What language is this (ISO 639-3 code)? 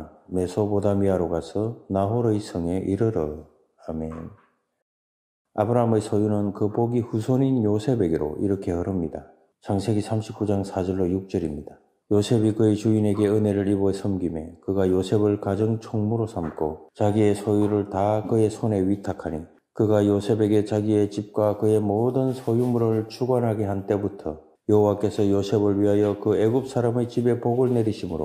kor